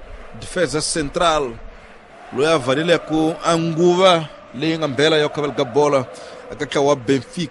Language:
Tsonga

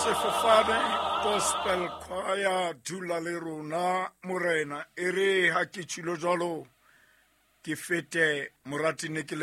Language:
Southern Sotho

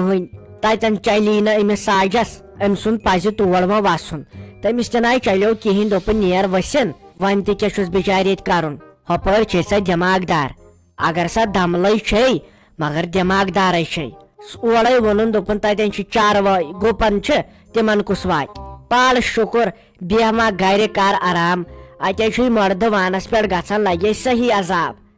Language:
Kashmiri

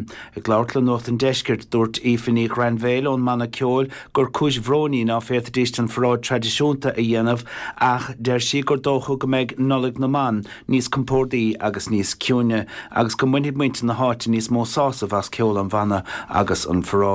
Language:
Irish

